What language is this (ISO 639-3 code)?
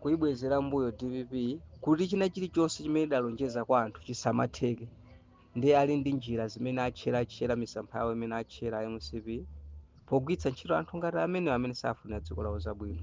nya